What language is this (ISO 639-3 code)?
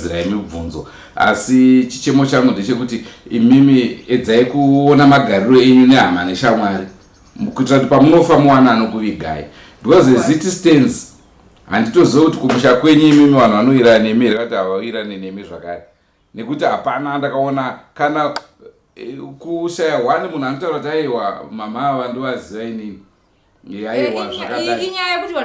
sna